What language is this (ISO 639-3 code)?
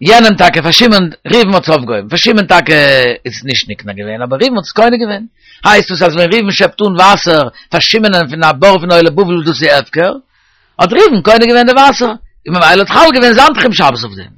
yid